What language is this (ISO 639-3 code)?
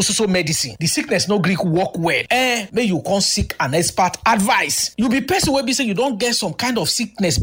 pcm